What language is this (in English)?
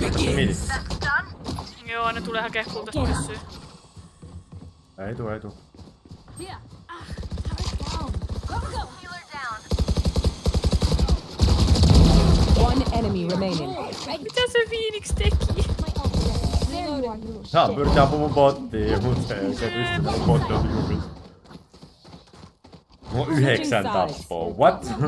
Finnish